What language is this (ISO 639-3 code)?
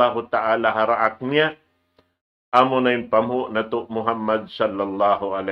tsg